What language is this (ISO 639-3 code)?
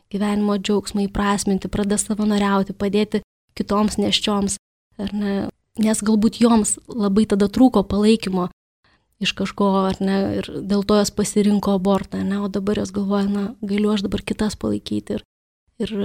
lit